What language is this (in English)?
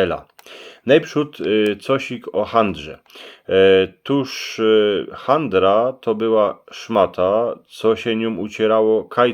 Silesian